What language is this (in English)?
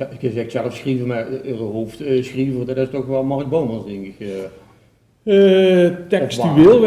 Limburgish